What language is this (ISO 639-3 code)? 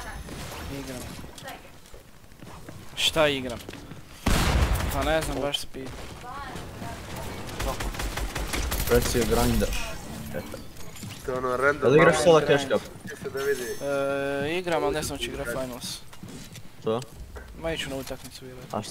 hrv